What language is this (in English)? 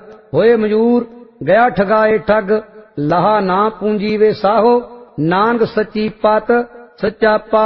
Punjabi